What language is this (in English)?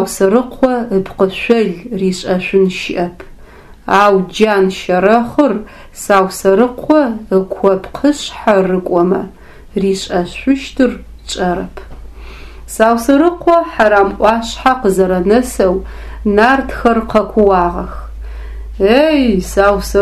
Adyghe